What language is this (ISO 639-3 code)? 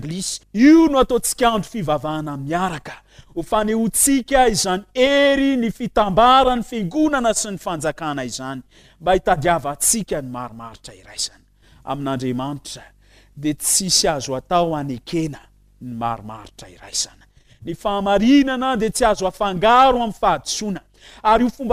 mlg